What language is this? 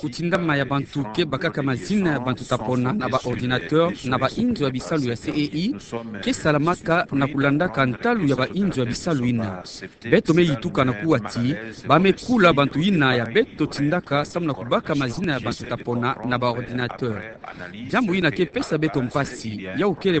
Kituba (Democratic Republic of Congo)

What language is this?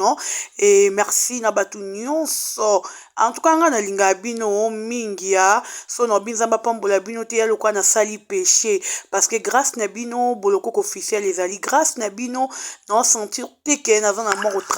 Lingala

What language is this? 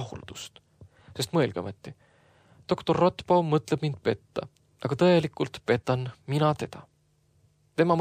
Estonian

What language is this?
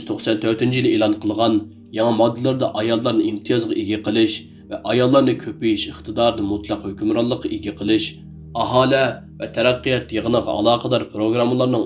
Uyghur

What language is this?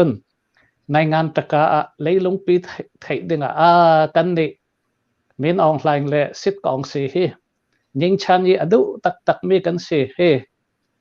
Hakha Chin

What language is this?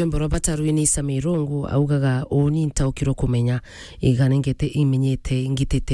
Meru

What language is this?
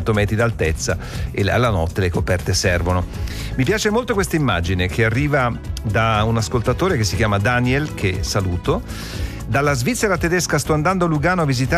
Italian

